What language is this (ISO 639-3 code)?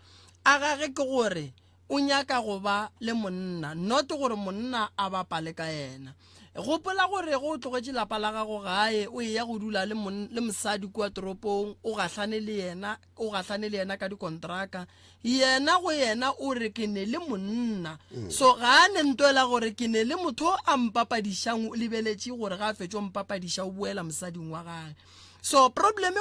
nso